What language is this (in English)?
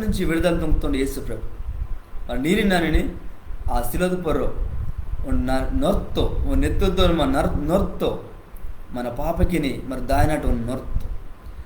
Koya